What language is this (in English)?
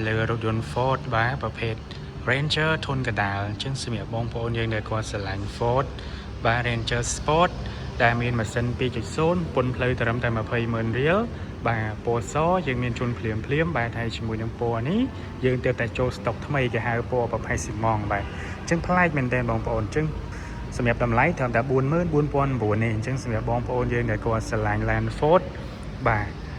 Khmer